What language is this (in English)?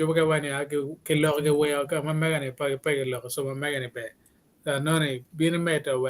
Acoli